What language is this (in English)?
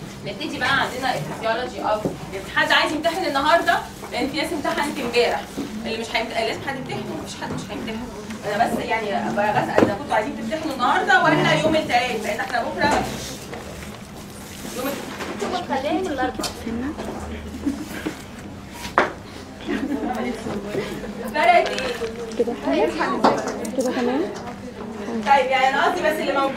Egyptian Arabic